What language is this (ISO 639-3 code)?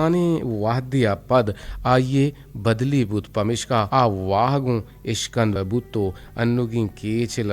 bgp